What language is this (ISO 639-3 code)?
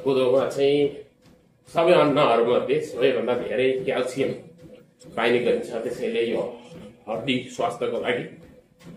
nep